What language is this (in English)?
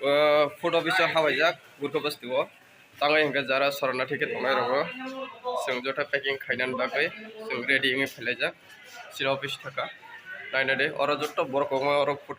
Kok Borok